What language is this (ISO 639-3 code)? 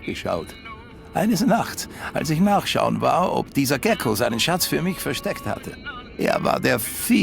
bar